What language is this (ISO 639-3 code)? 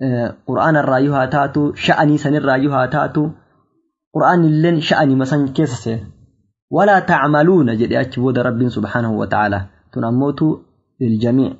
orm